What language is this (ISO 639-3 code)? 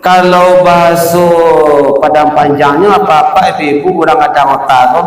min